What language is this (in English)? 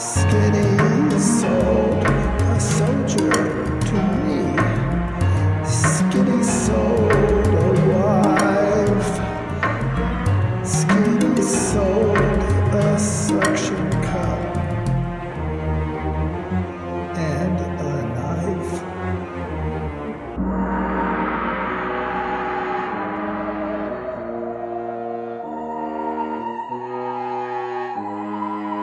English